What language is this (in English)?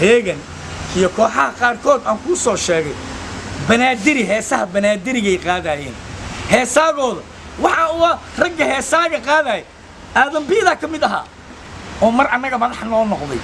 Somali